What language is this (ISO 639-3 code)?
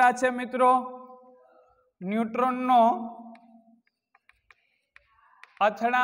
guj